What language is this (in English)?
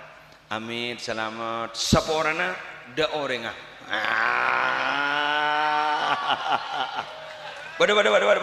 Madurese